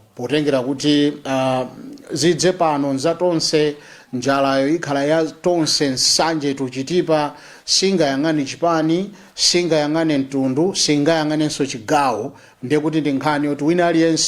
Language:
Nyanja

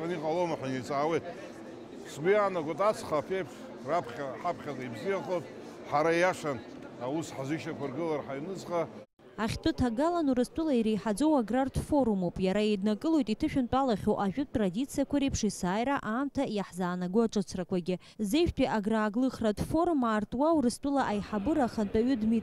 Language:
Abkhazian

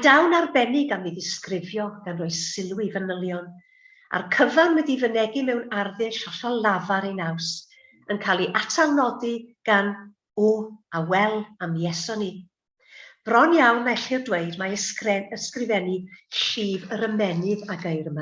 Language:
Welsh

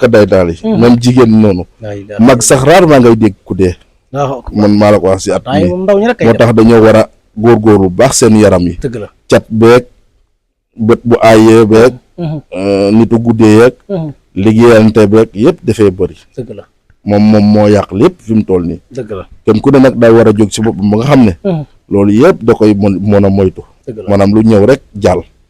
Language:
Wolof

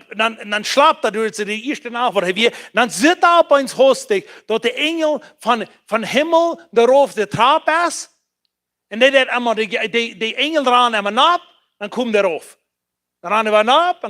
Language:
Plautdietsch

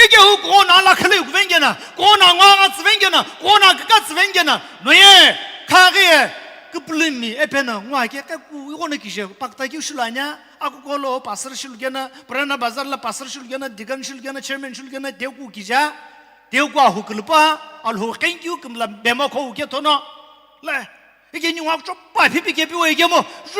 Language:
Sumi Naga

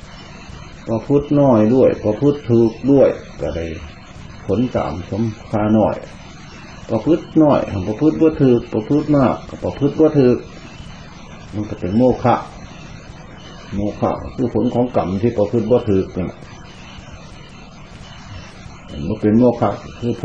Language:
Thai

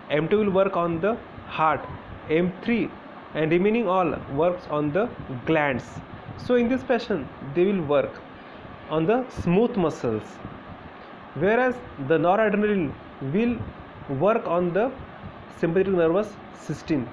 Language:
English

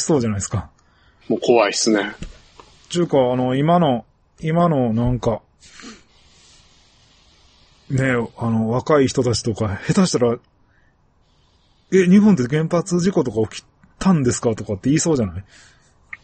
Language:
Japanese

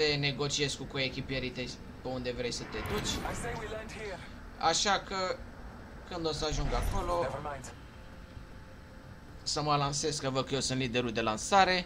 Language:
Romanian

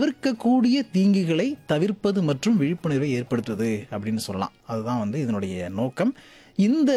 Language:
Tamil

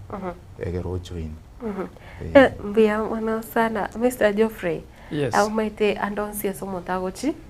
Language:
Gusii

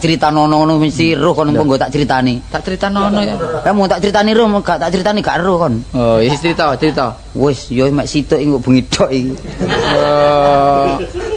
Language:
Javanese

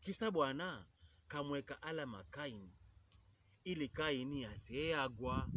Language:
Pokomo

